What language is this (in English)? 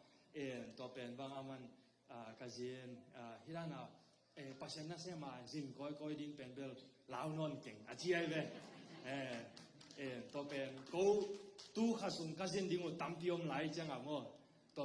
Tedim Chin